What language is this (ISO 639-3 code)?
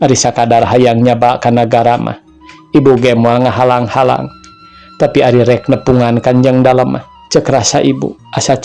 sun